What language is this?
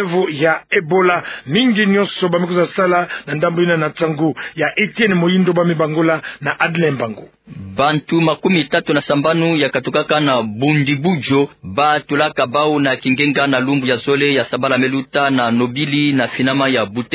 Kituba (Democratic Republic of Congo)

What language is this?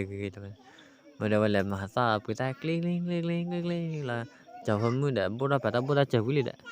S'gaw Karen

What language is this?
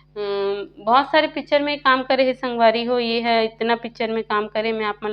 Chhattisgarhi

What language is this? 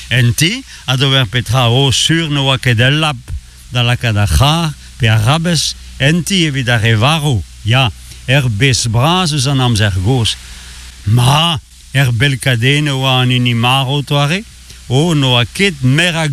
Breton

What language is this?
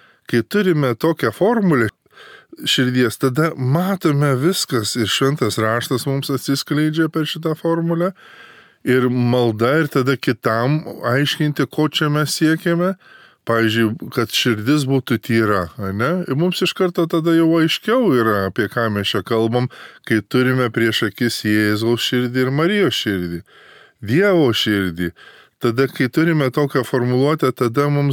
Lithuanian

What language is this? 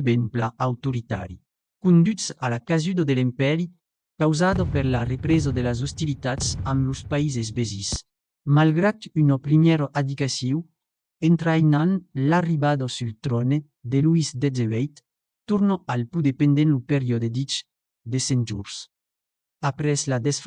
Occitan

